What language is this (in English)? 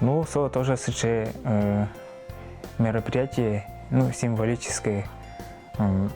Udmurt